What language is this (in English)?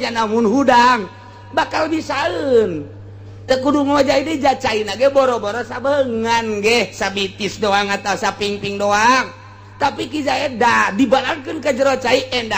Sundanese